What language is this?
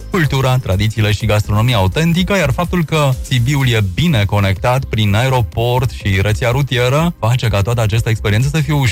Romanian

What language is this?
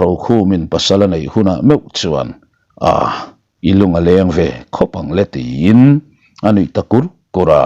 Mizo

